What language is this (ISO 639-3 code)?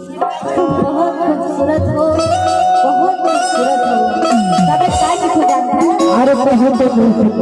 hne